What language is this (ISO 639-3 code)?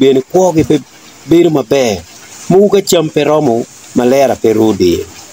ach